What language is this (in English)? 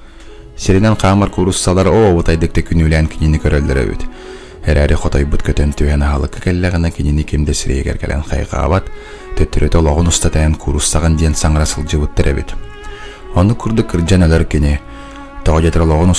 Yakut